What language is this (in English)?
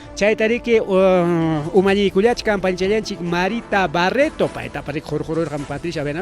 Ayacucho Quechua